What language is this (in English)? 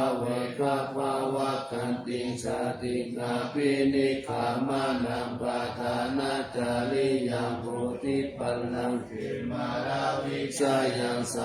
Pali